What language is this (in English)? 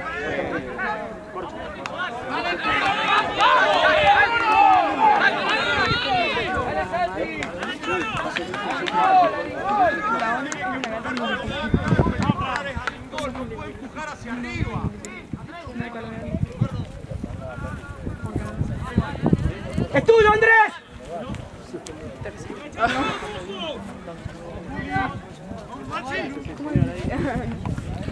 Spanish